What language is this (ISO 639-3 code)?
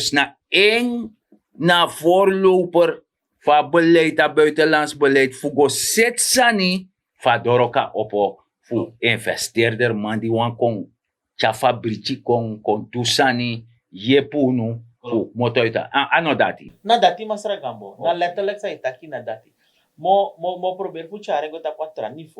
srn